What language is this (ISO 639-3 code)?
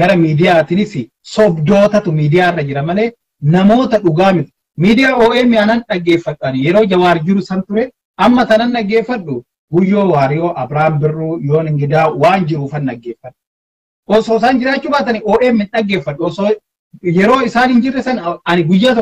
orm